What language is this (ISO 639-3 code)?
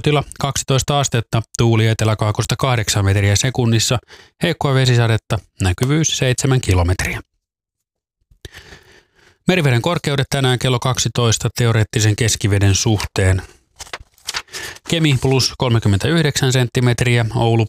fin